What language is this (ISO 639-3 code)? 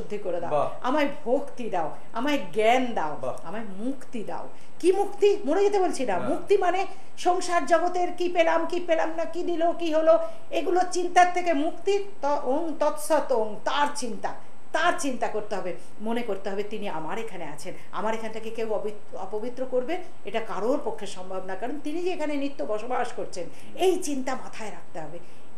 ben